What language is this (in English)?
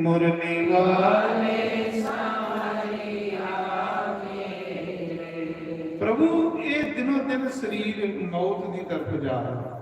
Dogri